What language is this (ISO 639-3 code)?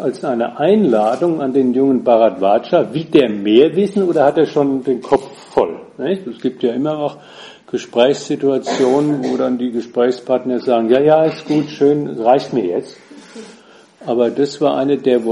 deu